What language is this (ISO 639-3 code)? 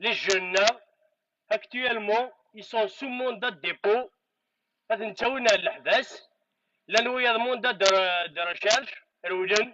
kab